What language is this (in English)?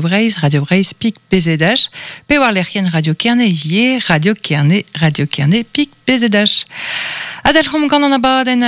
Breton